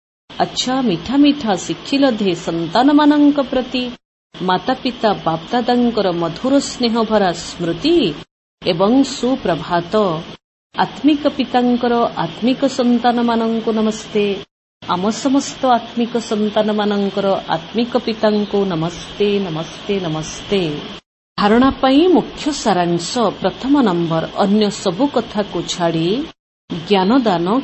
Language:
Odia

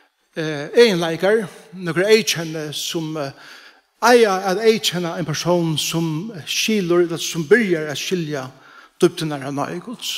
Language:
Faroese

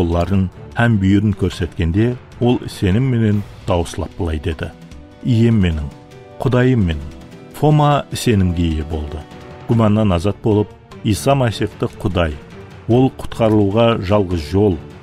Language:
Kara-Kalpak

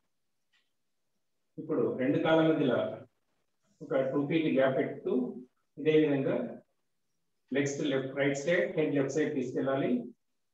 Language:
Telugu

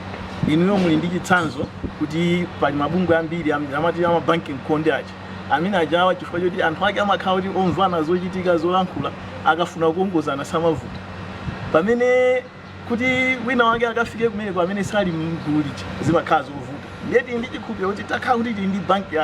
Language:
Nyanja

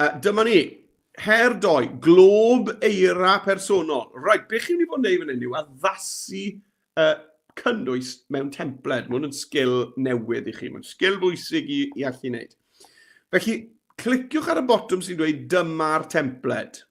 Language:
Welsh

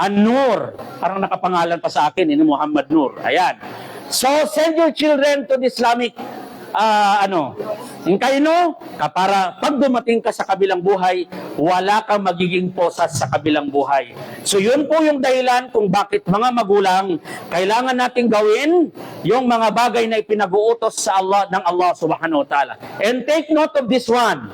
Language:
Maranao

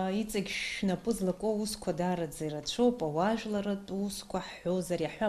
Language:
Abkhazian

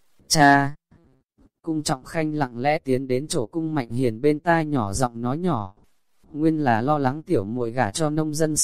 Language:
Vietnamese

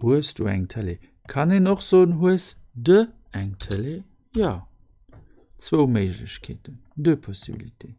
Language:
Luxembourgish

